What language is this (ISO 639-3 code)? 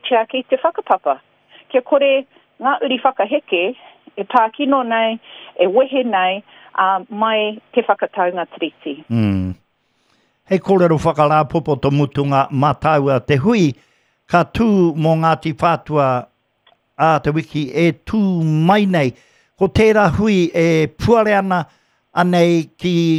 mri